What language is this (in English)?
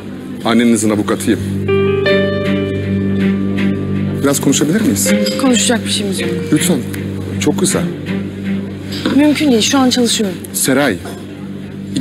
Turkish